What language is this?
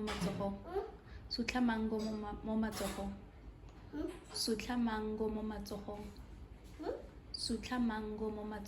Tswana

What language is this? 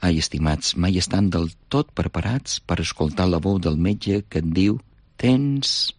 Catalan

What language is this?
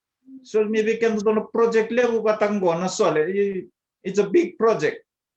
Fijian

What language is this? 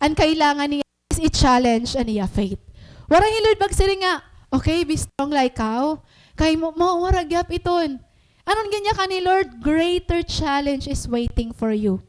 Waray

